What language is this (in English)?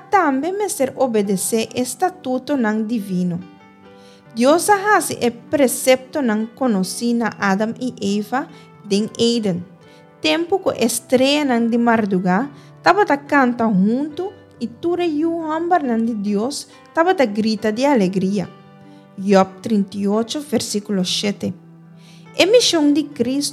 Papiamento